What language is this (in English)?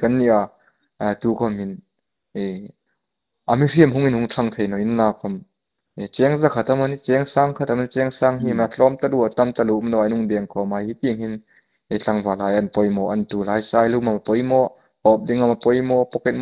Hmar